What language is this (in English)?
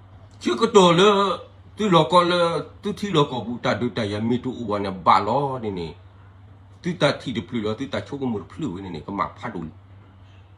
S'gaw Karen